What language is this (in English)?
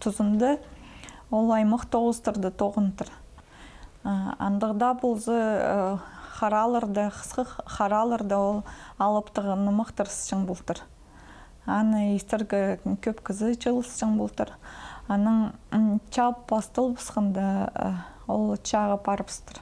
Khakas